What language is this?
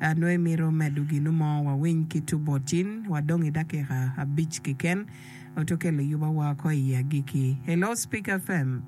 Acoli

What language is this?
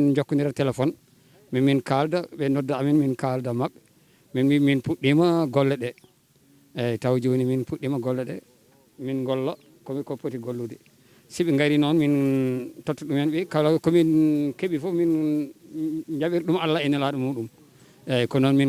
Fula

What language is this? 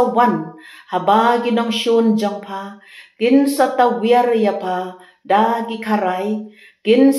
Khasi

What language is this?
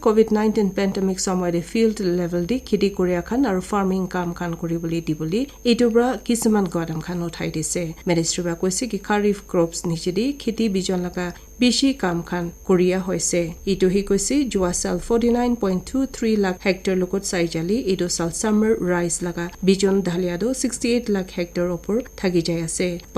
Naga Pidgin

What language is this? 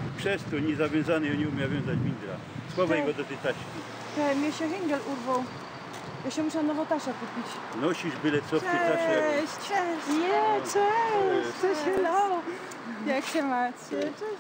Silesian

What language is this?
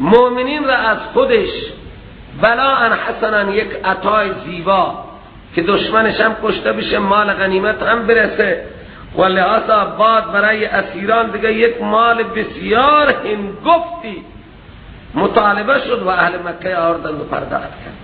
Persian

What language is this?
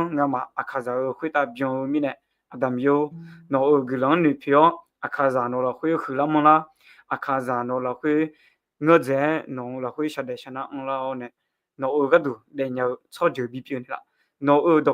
Akha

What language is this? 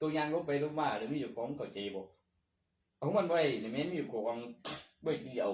Northeastern Thai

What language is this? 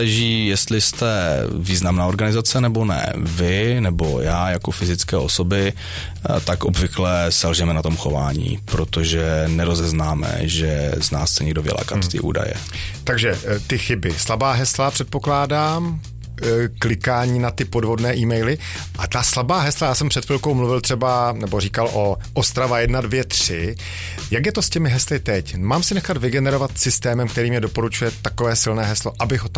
Czech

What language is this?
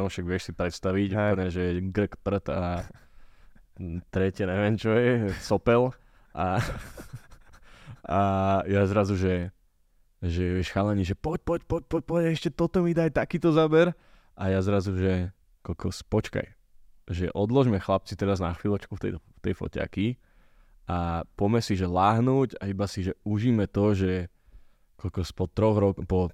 Slovak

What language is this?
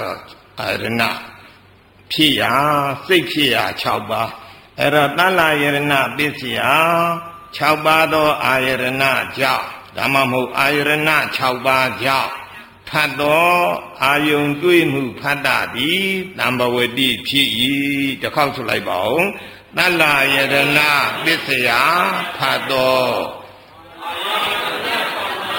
Burmese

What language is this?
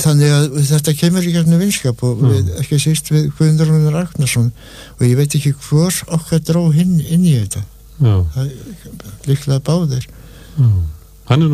Icelandic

